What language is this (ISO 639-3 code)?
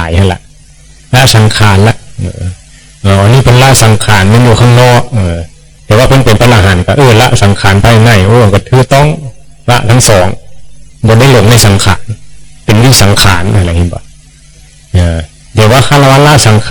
tts